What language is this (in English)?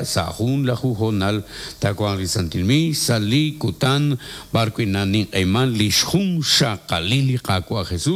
Kekchí